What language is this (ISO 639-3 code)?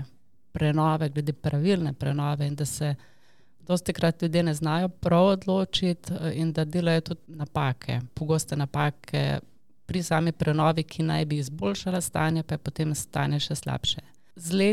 slv